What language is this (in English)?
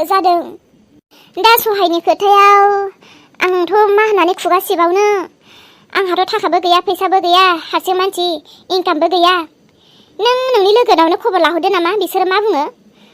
Bodo